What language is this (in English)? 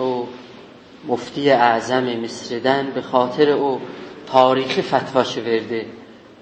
South Azerbaijani